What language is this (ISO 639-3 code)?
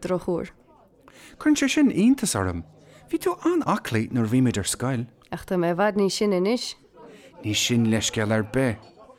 gle